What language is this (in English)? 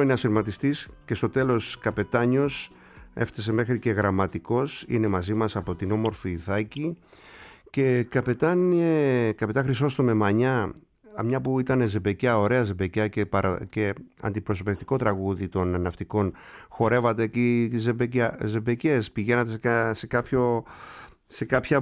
Greek